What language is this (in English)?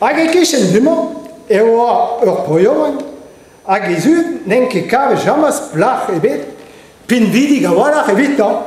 Breton